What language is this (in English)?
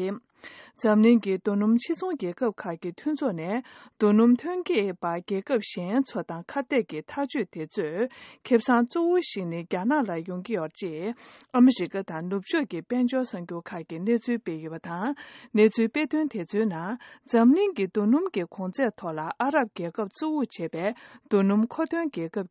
Tibetan